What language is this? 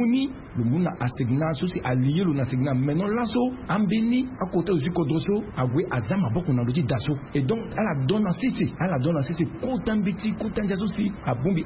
Sango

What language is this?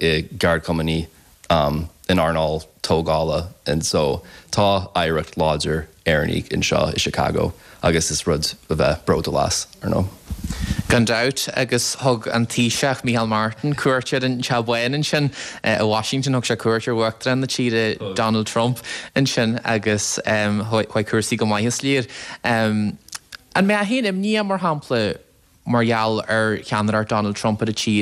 Irish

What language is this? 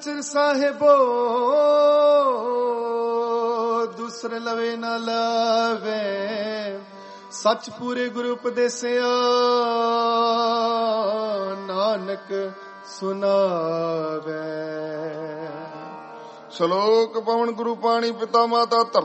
Punjabi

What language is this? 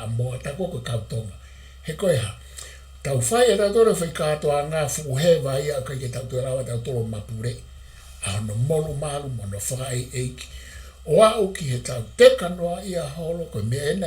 Tongan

